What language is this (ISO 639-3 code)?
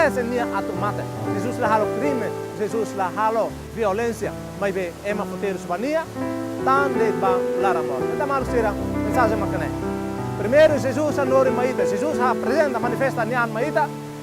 tet